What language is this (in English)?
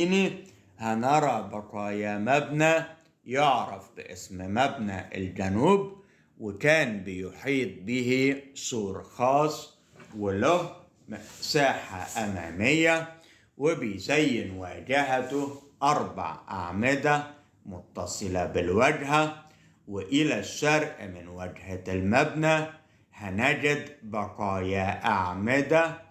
Egyptian Arabic